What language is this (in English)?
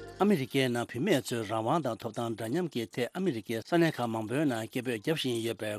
Tibetan